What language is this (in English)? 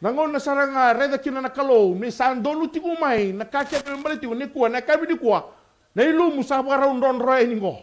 Fijian